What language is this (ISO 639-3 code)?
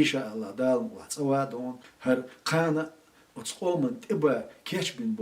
che